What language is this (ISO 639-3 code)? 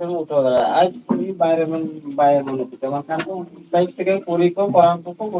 sat